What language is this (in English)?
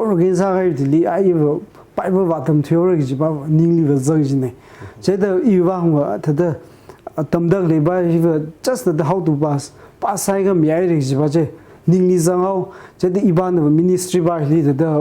Tangkhul Naga (India)